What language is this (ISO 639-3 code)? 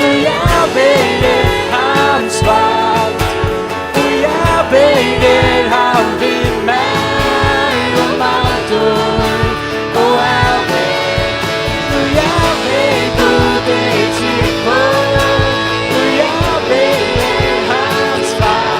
fao